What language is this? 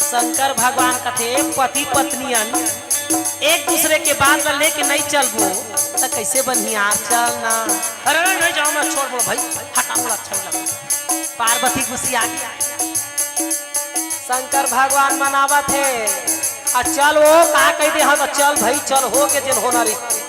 Chhattisgarhi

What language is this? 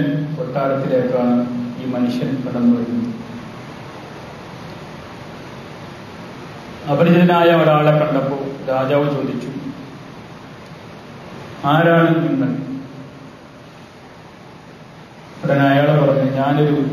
Malayalam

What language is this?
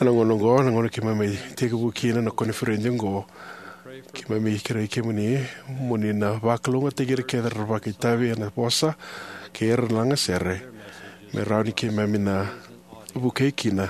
Fijian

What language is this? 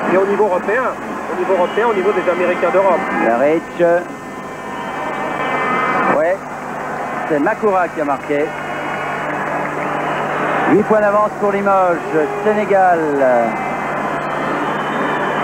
French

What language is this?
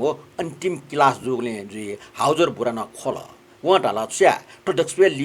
Newari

